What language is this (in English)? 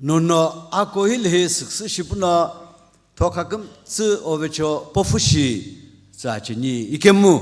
Sumi Naga